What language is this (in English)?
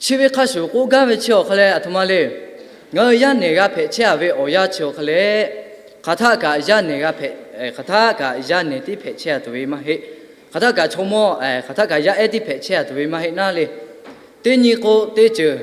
Lahu